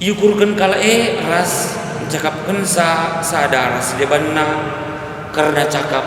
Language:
Batak Karo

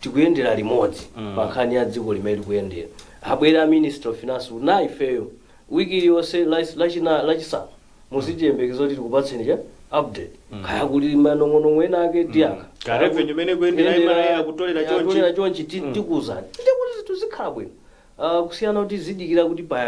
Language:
Nyanja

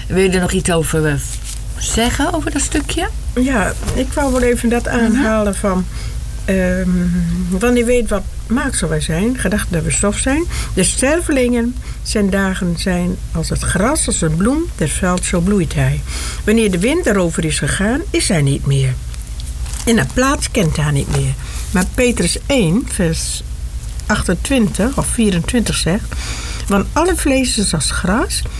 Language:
Dutch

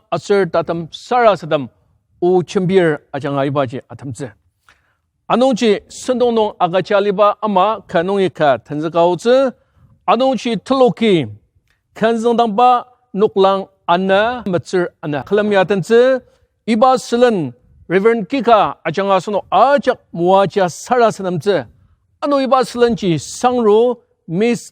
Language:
Ao Naga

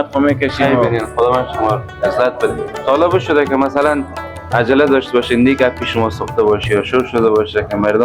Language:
Persian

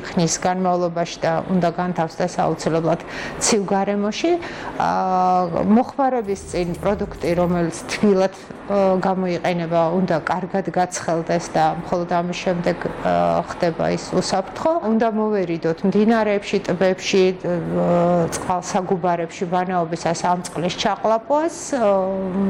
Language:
Georgian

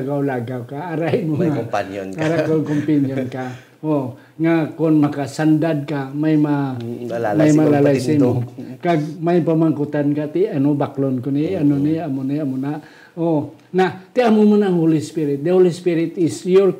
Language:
Hiligaynon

